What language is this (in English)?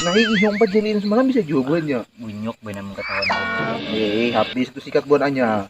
Banjar